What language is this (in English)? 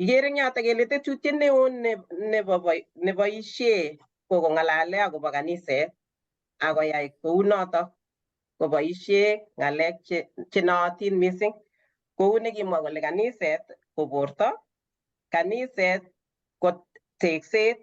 Kalenjin